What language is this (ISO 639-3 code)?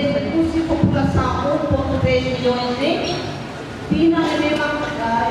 tet